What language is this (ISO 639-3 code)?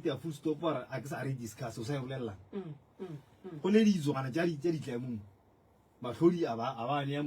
nso